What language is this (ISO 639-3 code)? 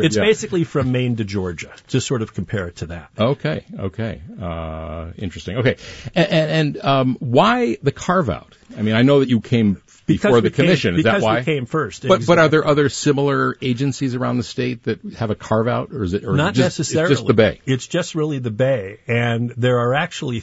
eng